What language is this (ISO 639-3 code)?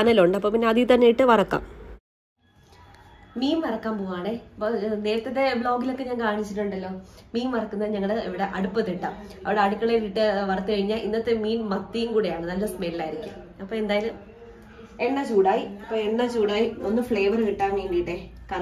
mal